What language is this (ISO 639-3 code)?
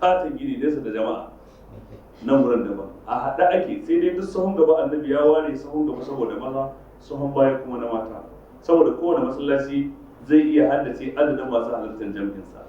hau